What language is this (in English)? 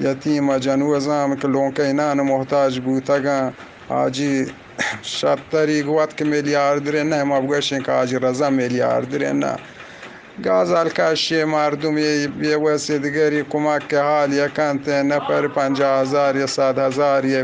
Eastern Balochi